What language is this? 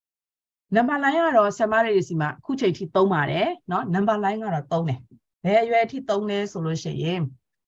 Burmese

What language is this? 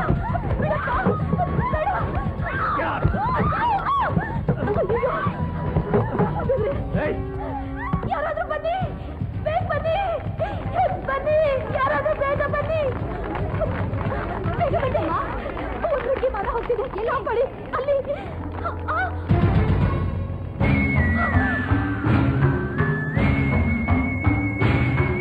Kannada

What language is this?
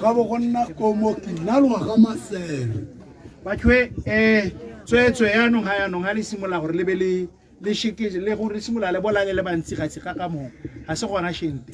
Tswana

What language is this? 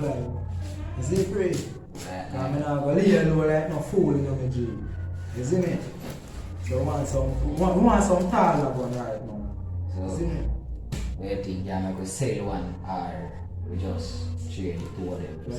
Jamaican Creole English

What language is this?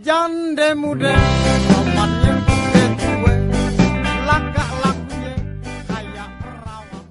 Betawi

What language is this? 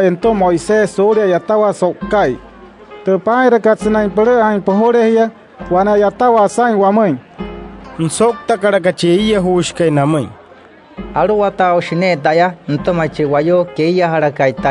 Wayuu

